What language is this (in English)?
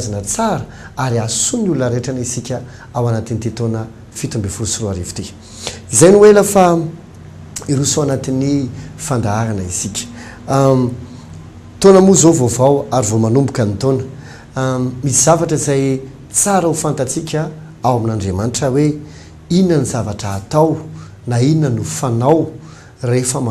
Malagasy